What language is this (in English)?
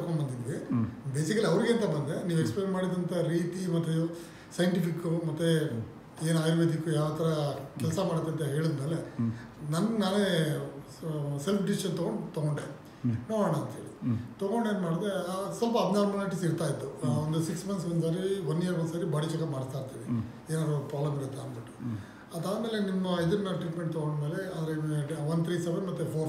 Kannada